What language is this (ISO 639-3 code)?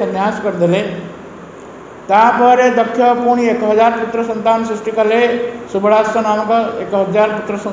ori